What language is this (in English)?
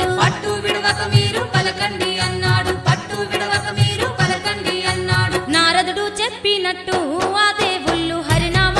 Telugu